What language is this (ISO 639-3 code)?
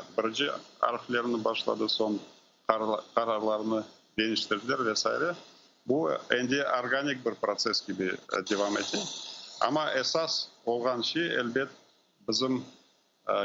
crh